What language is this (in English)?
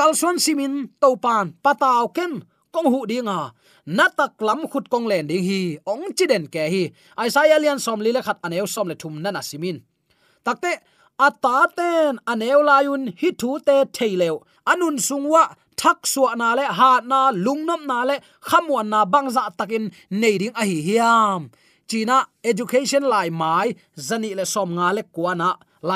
Tedim Chin